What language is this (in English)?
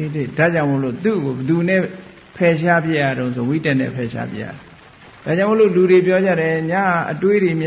Burmese